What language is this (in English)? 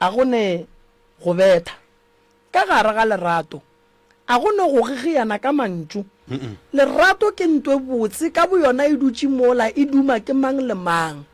Northern Sotho